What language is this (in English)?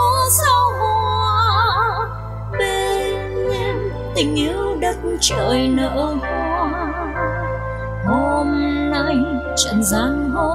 Vietnamese